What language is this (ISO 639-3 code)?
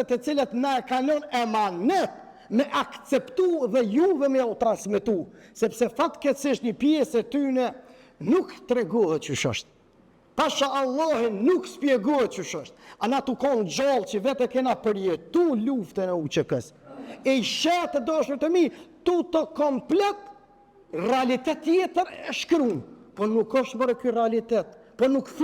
sqi